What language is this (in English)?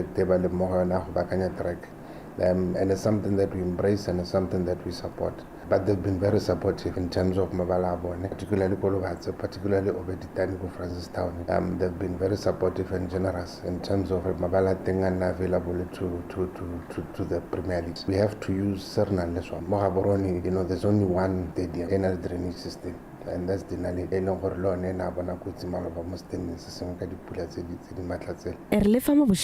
Tswana